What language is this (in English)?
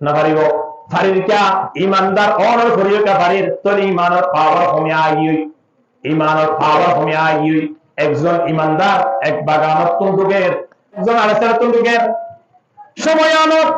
Rohingya